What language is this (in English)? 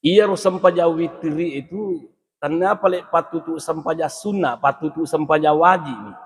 Buginese